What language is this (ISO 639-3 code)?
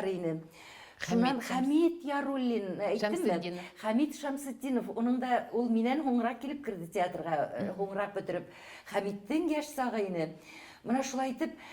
bak